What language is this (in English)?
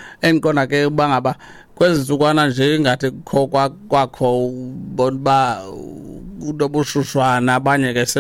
Xhosa